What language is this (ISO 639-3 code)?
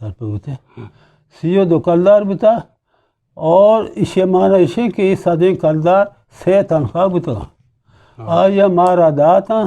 bgp